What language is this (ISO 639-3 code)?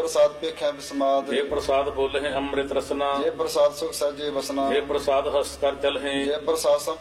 pan